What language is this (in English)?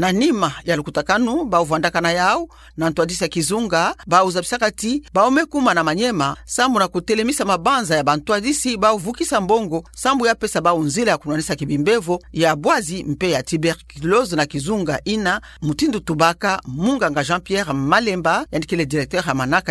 Kituba (Democratic Republic of Congo)